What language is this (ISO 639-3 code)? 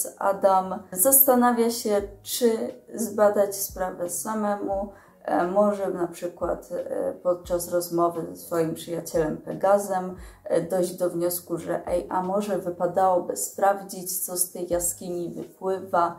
pol